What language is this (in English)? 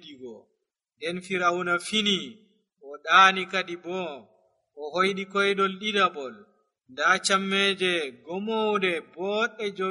Nigerian Fulfulde